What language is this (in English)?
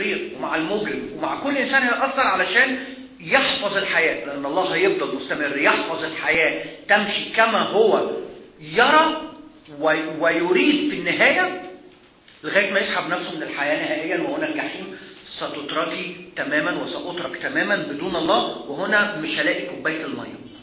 Egyptian Arabic